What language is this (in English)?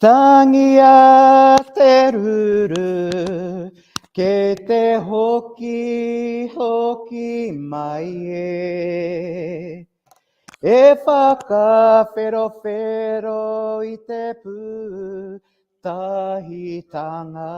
Māori